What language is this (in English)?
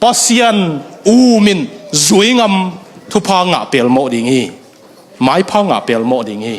Tedim Chin